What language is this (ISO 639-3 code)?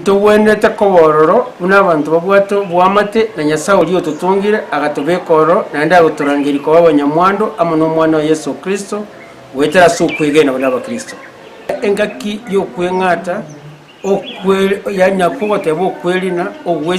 guz